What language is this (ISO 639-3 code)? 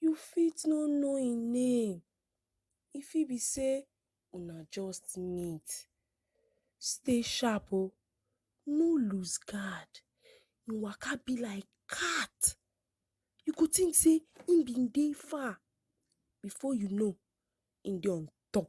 pcm